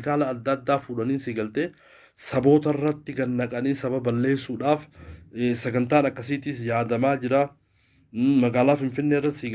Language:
Oromo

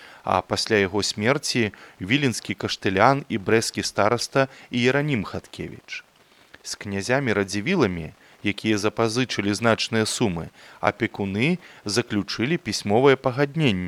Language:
Belarusian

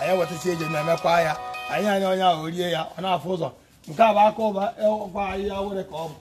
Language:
Igbo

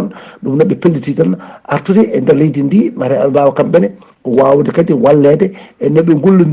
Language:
Fula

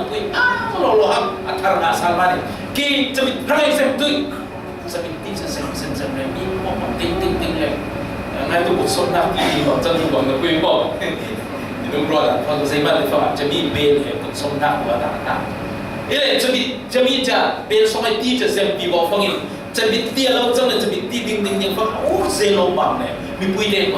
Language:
Falam Chin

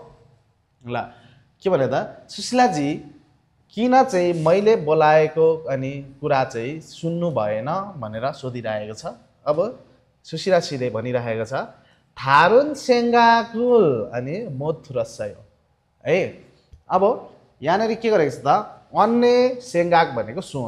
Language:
Nepali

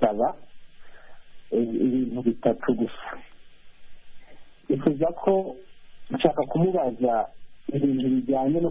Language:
Kinyarwanda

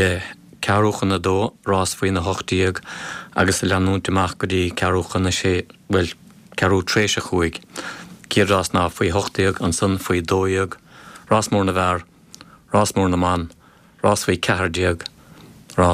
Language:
Irish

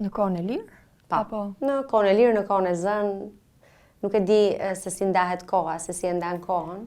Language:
Albanian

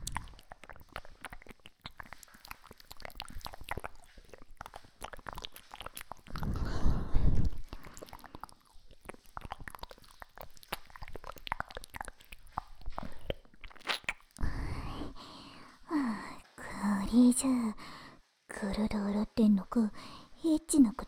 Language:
Japanese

